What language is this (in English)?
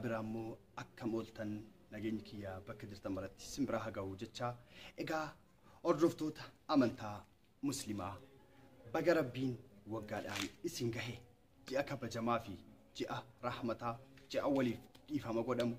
Oromo